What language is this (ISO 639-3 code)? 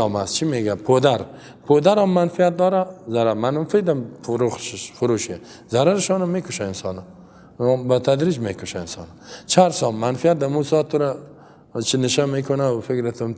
fas